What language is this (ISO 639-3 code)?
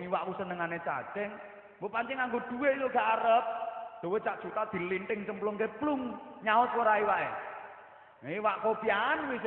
jav